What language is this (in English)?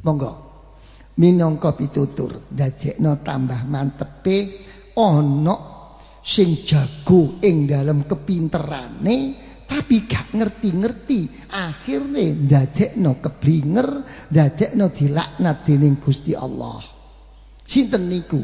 Javanese